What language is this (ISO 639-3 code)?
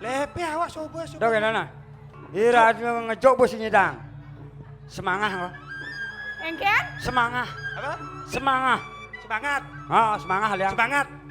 ban